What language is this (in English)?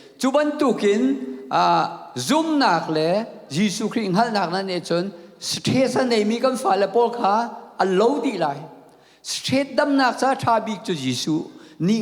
Hakha Chin